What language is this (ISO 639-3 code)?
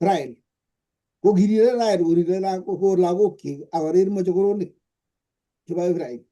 kln